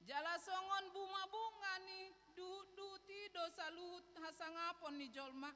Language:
Batak Toba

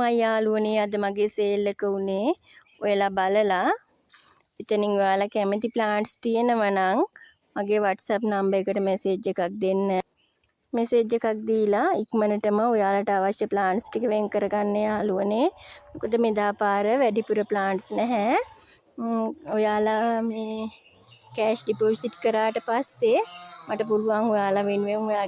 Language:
Sinhala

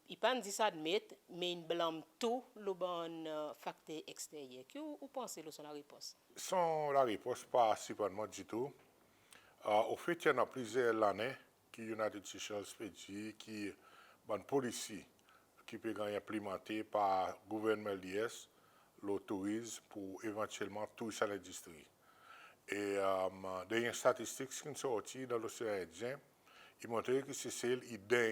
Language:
Seselwa Creole French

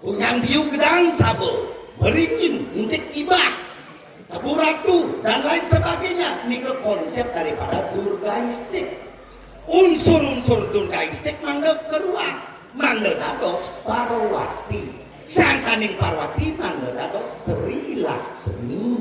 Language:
Balinese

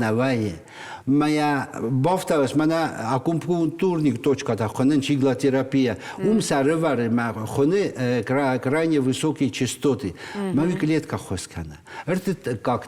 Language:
Ossetic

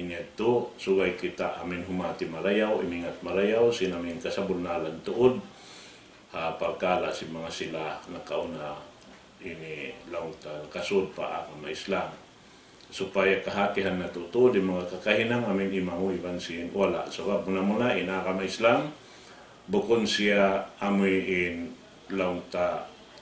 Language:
Tausug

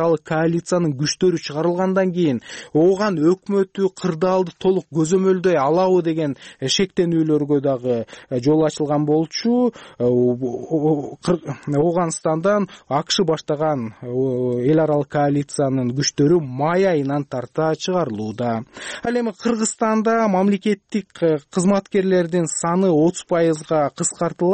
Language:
Kyrgyz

